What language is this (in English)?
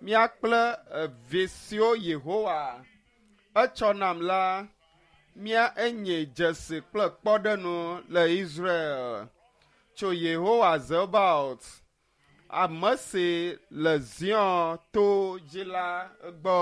Ewe